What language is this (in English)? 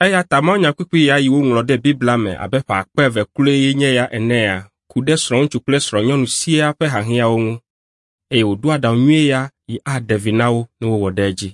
Ewe